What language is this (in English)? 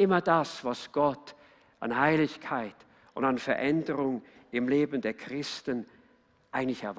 Swiss German